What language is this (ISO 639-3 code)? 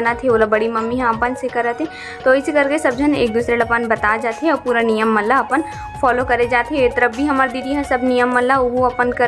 hne